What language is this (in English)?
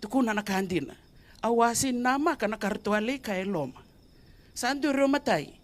Fijian